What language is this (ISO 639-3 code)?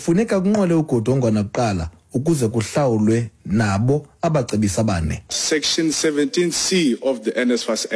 xho